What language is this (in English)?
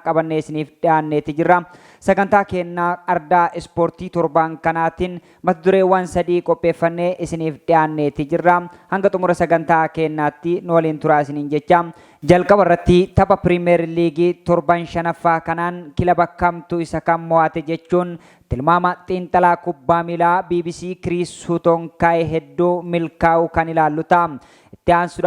Oromo